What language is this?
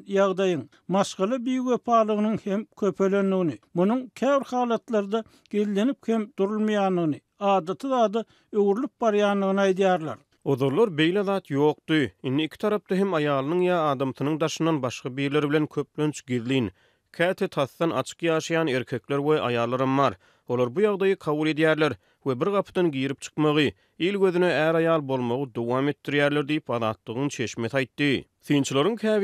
Turkmen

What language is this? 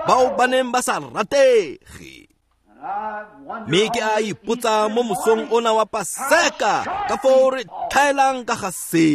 Tswana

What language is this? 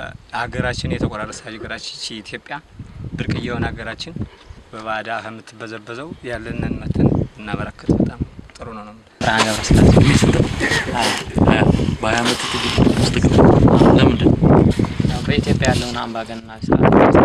Amharic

